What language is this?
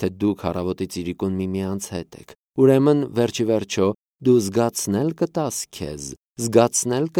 Armenian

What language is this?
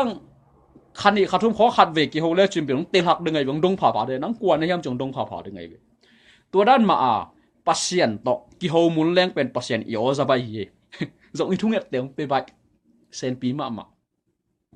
Tedim Chin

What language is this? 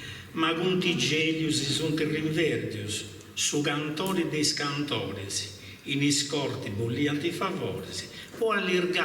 Sardinian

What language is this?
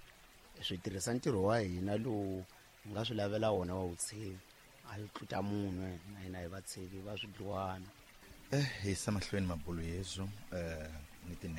Tsonga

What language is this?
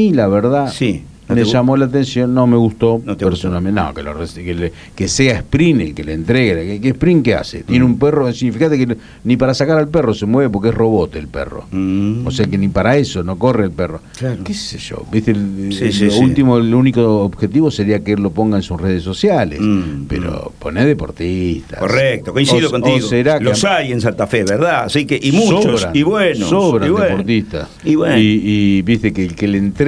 Spanish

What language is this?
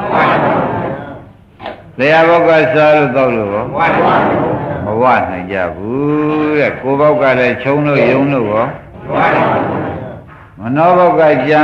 Burmese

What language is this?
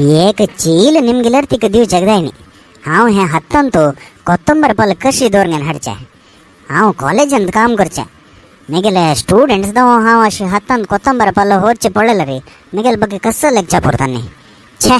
Konkani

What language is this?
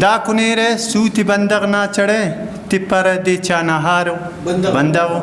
Brahui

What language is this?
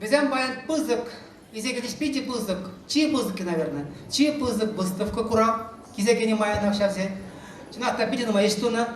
Chuvash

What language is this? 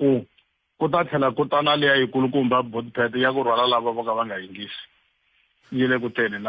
Tsonga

